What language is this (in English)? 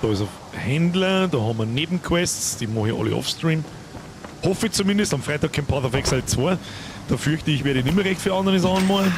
Bavarian